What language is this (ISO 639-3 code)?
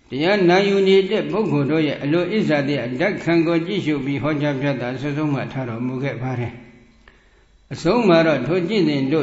mya